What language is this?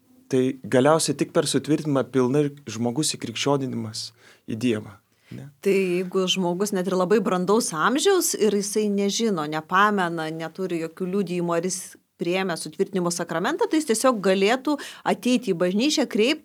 Lithuanian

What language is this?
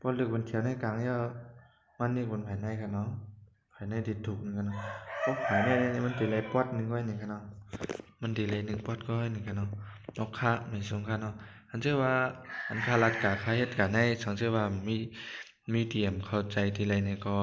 Shan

